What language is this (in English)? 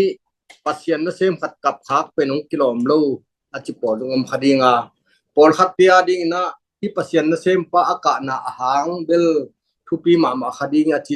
Tedim Chin